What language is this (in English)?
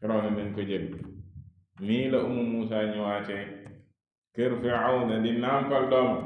Wolof